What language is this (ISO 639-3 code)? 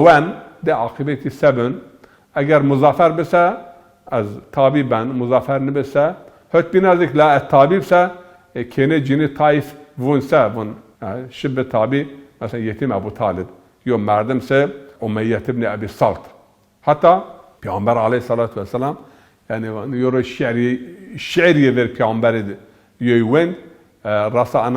zza